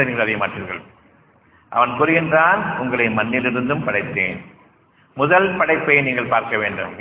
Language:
Tamil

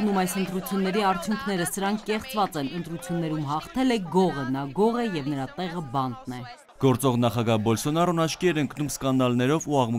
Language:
Armenian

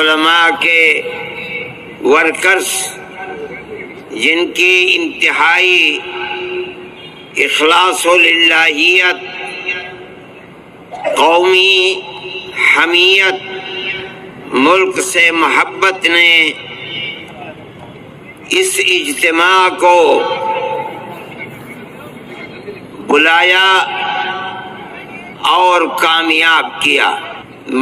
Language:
Urdu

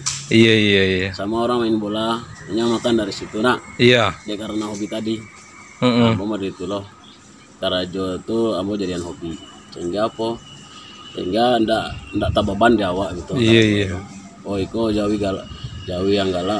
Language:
Minangkabau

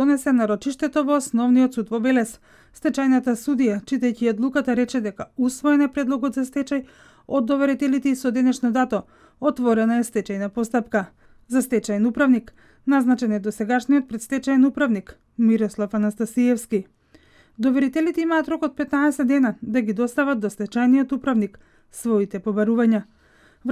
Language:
Macedonian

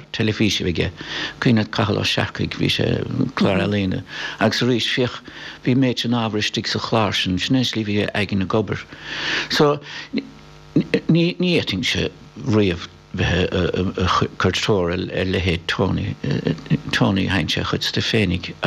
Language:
Irish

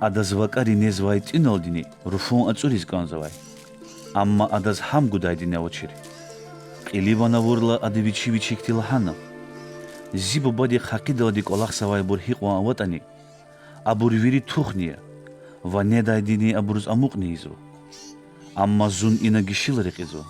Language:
Lezghian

